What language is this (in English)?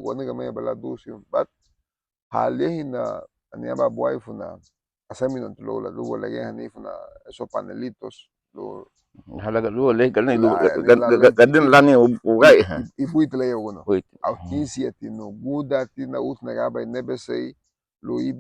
Garifuna